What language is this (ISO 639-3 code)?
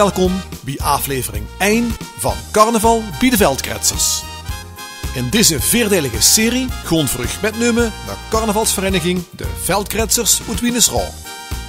lim